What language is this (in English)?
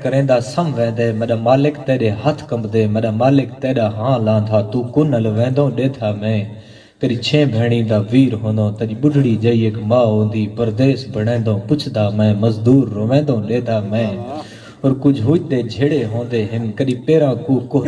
Saraiki